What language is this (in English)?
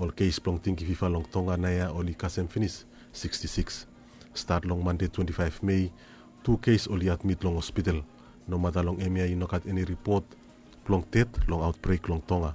Bislama